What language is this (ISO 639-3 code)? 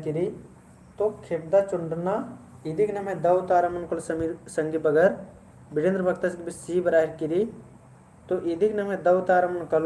kru